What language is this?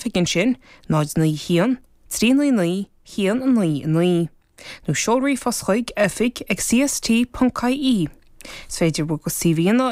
Irish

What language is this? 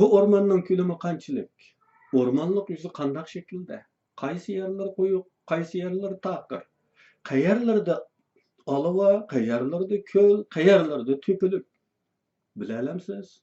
Uyghur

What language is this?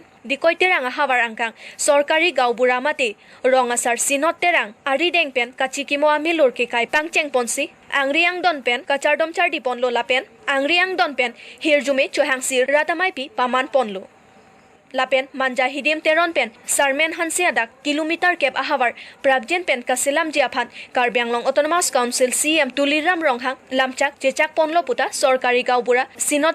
Karbi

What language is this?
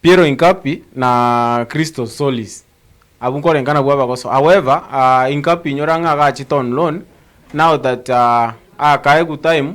Gusii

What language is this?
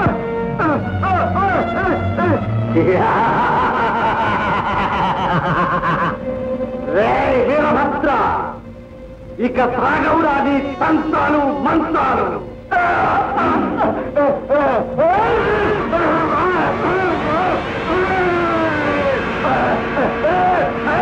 Telugu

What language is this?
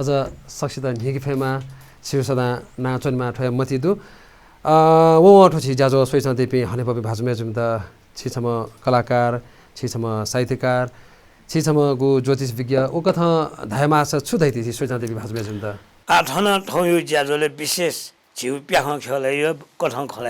Newari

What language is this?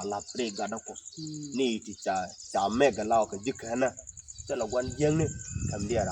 Nuer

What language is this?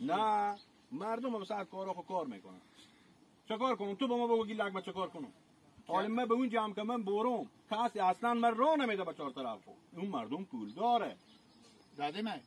Hazaragi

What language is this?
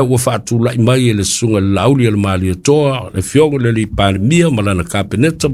Samoan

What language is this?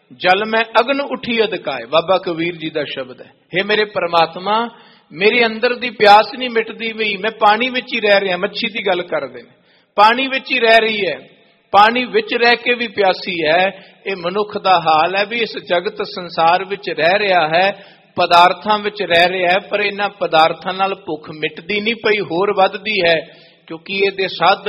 Punjabi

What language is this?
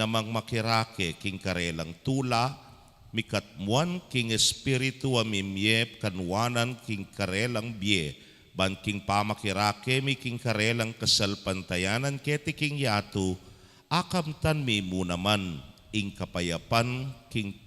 Pampanga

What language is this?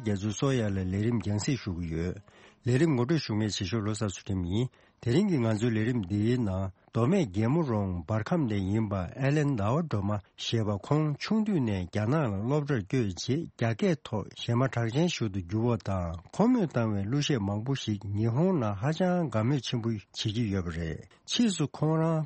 Tibetan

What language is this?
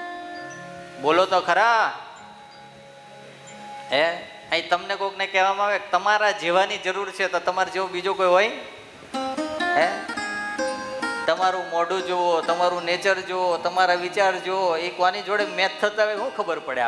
Gujarati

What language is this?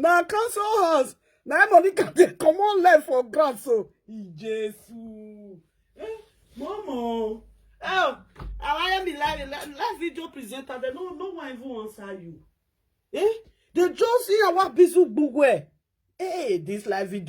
Nigerian Pidgin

